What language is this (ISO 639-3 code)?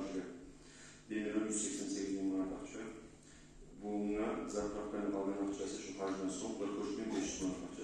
kum